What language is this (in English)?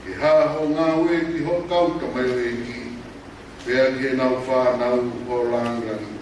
Tongan